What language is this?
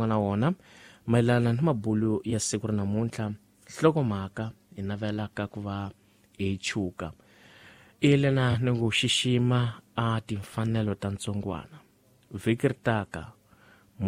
Tsonga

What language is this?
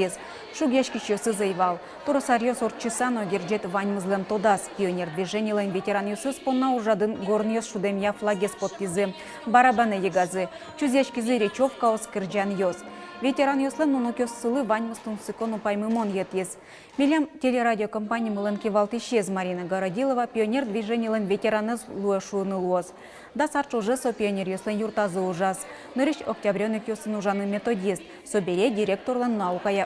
Udmurt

